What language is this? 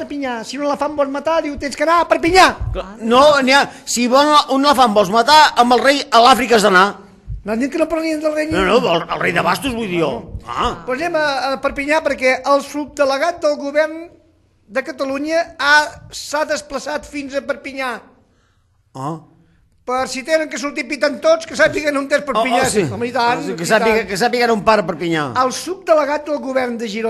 Catalan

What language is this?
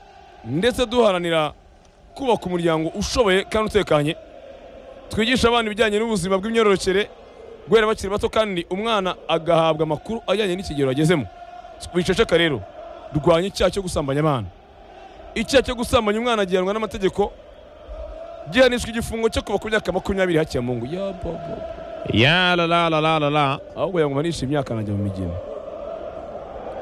Kinyarwanda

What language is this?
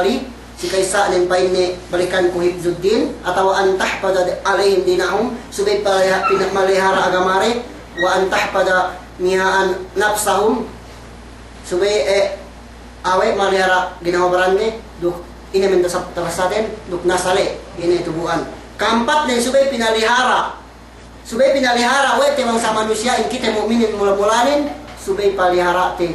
Yakan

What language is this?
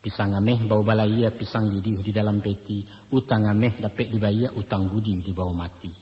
Minangkabau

